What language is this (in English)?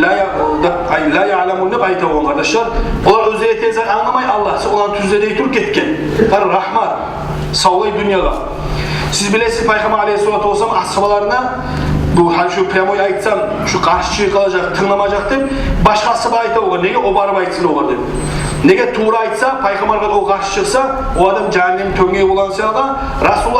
Kumyk